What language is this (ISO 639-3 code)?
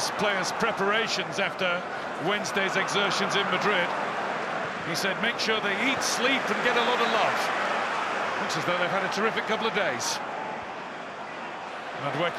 eng